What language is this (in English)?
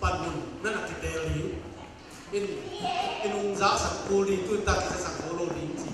Tedim Chin